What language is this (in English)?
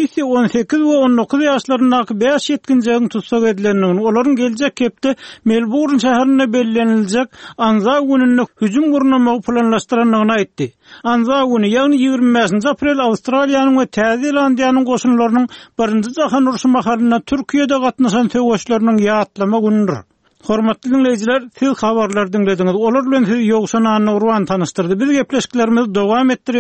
Turkmen